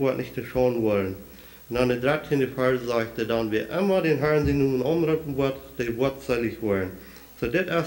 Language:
Plautdietsch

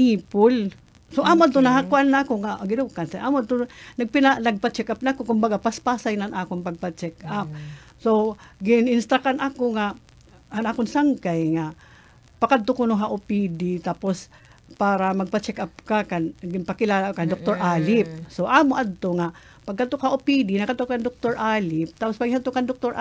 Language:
Waray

